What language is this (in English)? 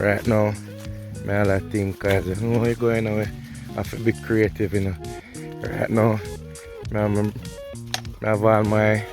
Jamaican Creole English